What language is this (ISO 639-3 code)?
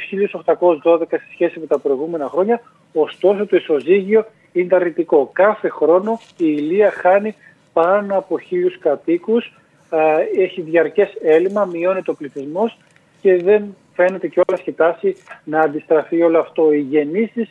ell